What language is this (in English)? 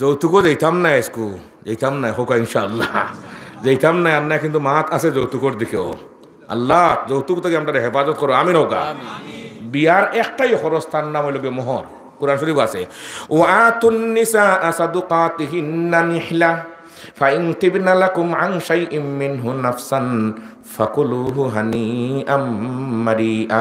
Sylheti